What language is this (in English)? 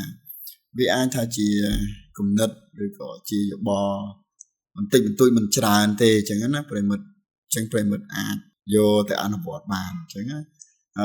Khmer